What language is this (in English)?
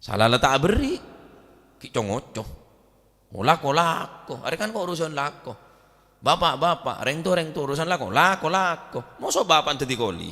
Madurese